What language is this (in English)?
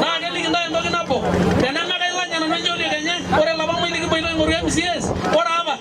Masai